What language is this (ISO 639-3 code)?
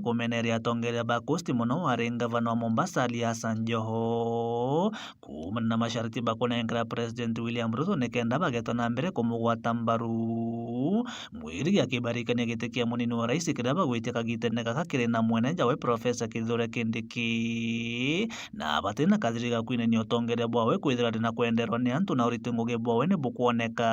mer